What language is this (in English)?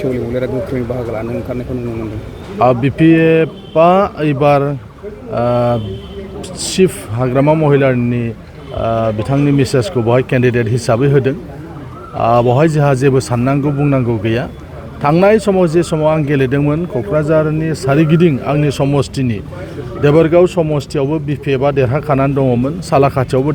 Bodo